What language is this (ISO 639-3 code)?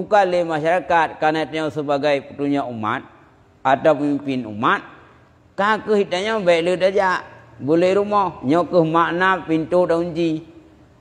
ace